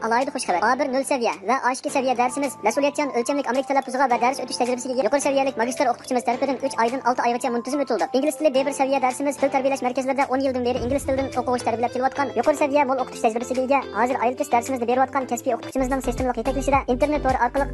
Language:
Uyghur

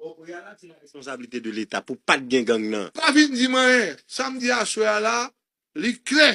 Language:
Haitian Creole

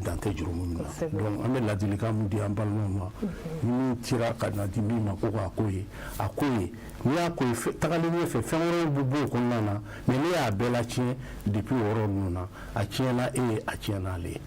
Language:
Bambara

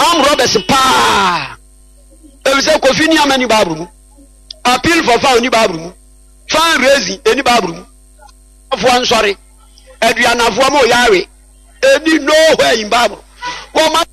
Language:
Akan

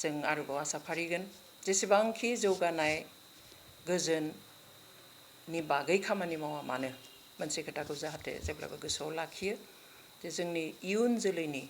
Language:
Bodo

